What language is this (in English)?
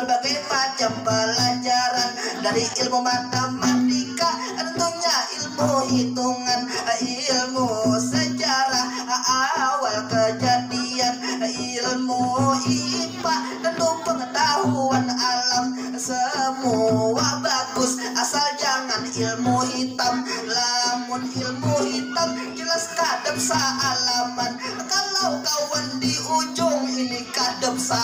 Banjar